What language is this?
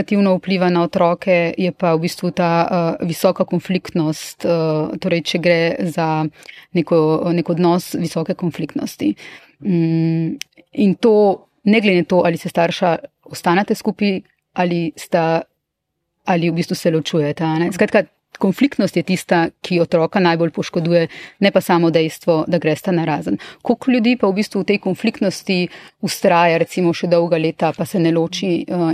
Slovenian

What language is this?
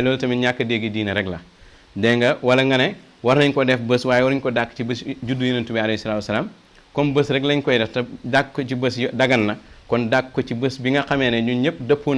Wolof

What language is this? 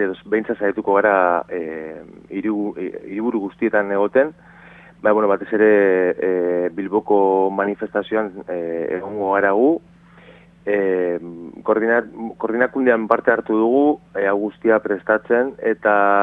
Basque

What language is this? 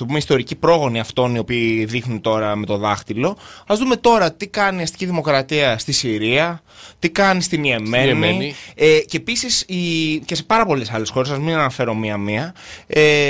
Greek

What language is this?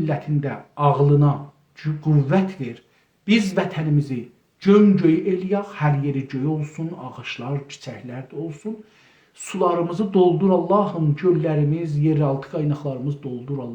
South Azerbaijani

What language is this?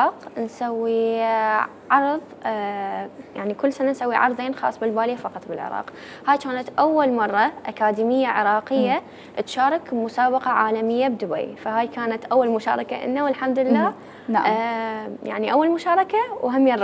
Mesopotamian Arabic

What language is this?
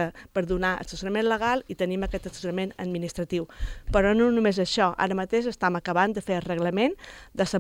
Catalan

